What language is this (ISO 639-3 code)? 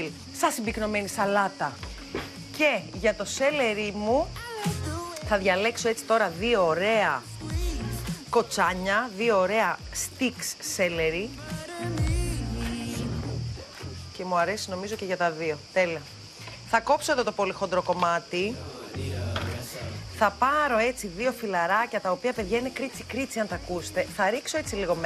ell